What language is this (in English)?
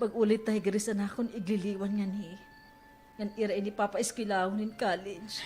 Waray